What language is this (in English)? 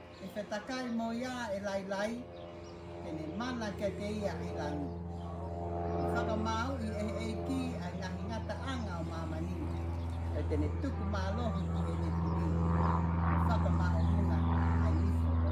Tongan